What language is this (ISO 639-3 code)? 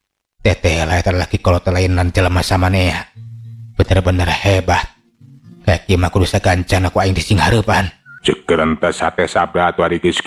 sun